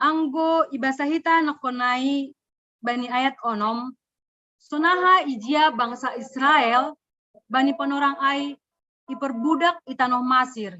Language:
Batak Simalungun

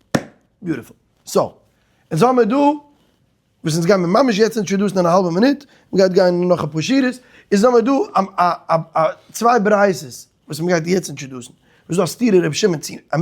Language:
Yiddish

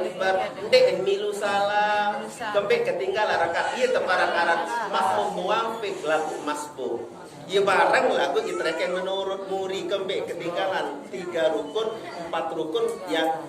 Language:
Sasak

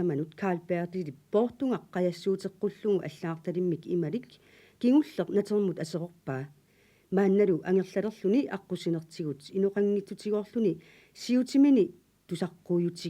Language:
Kalaallisut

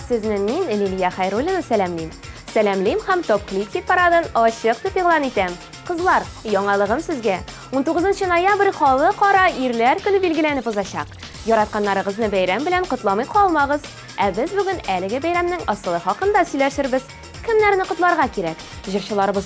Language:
Tatar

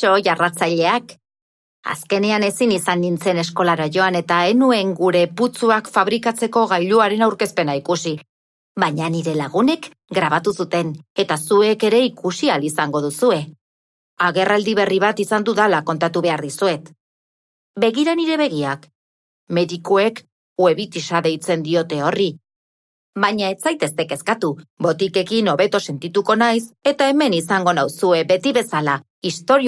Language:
Basque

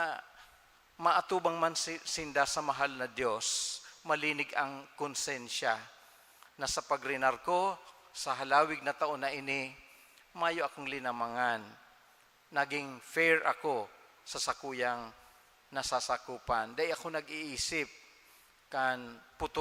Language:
Bikol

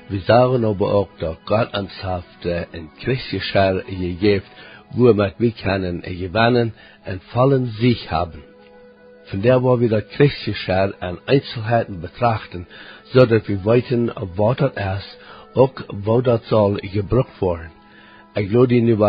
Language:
Plautdietsch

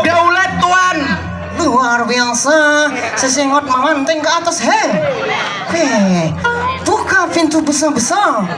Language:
Banjar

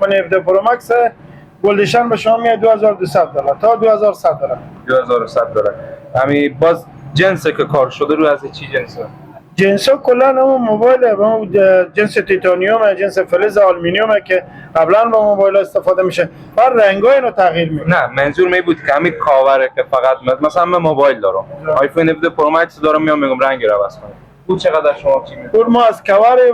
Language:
Persian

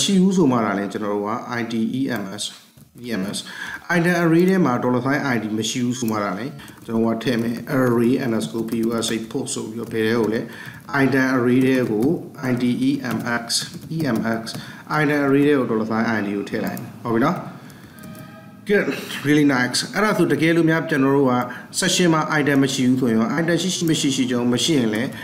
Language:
Burmese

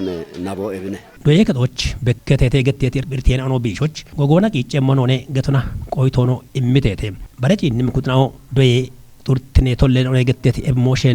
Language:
Kafa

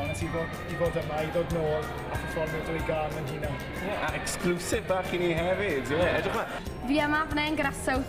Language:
Welsh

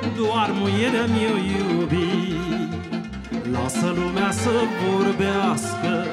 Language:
Romanian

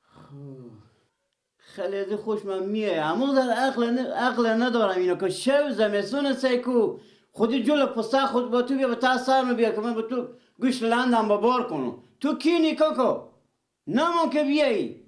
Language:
Persian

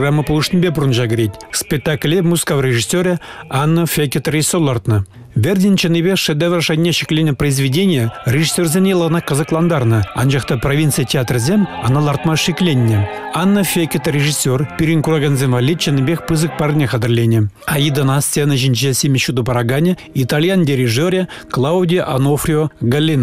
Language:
Chuvash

